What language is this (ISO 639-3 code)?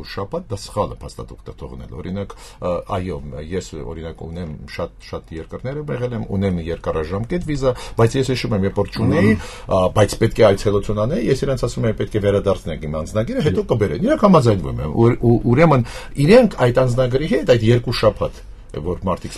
hye